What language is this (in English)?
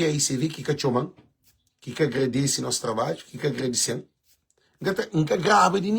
Kabuverdianu